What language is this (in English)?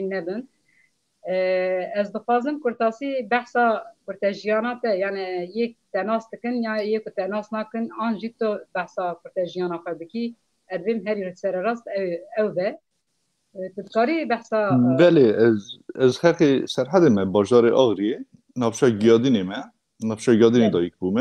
Kurdish